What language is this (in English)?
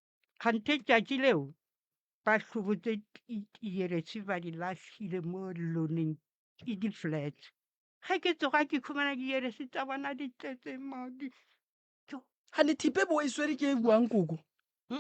Northern Sotho